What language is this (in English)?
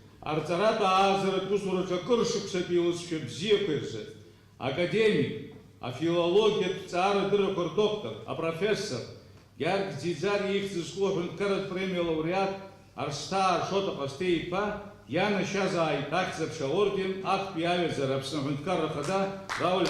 Abkhazian